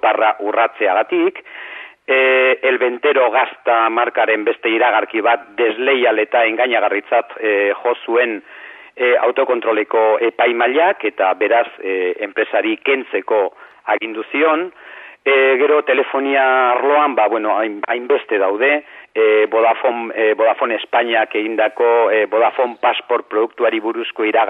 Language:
Basque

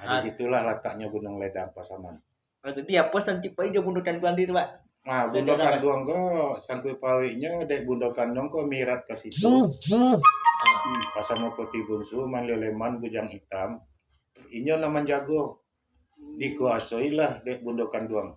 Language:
Minangkabau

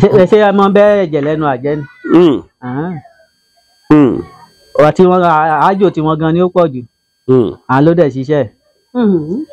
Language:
Yoruba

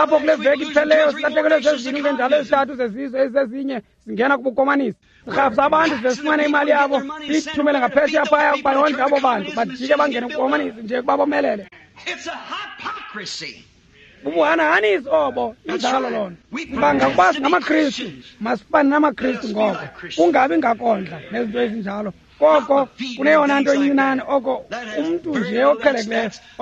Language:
Xhosa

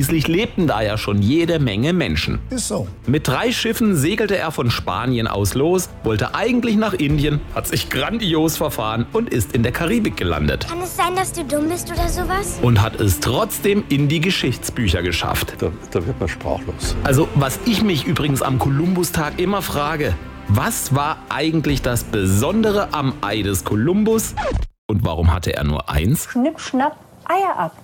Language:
German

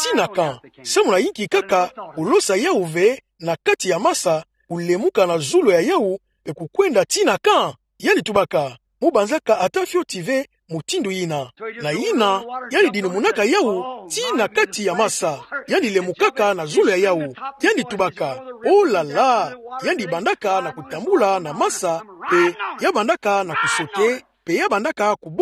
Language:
Kituba (Democratic Republic of Congo)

